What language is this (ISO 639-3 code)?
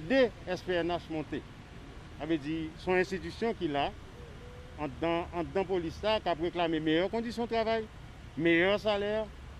hat